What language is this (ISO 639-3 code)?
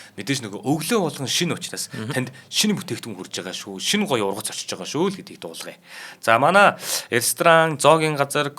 mon